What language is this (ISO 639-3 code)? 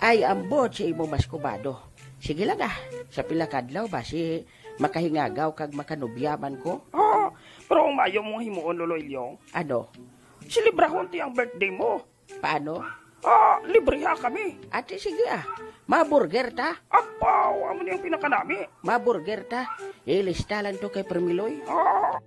hil